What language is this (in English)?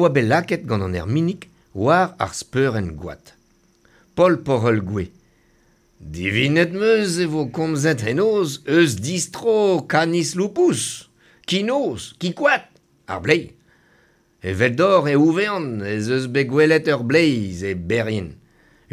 Breton